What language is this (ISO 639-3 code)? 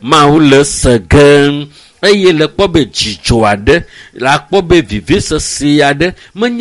ewe